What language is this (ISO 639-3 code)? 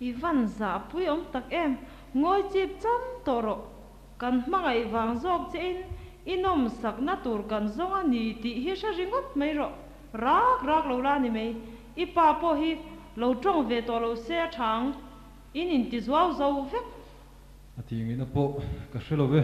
lus